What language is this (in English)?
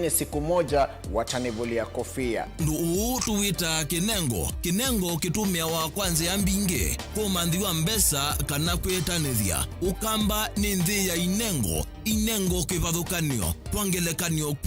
Kamba